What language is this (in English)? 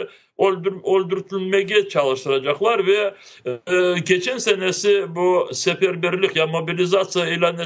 Crimean Tatar